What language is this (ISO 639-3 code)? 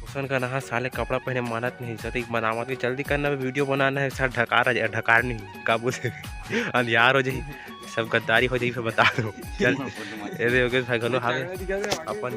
hne